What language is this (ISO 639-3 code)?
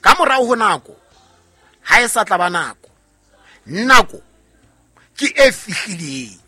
sot